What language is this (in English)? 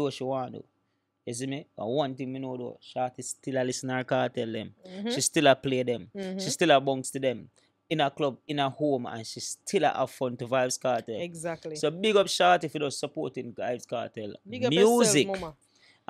Jamaican Creole English